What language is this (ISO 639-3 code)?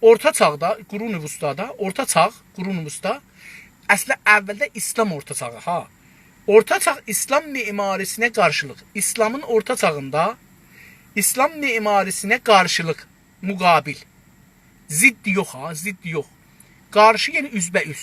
azb